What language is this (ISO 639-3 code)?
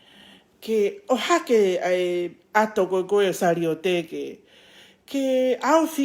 ton